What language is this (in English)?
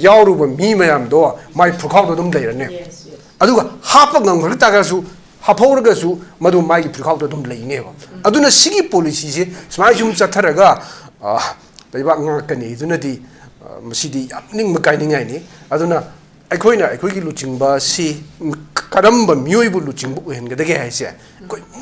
Manipuri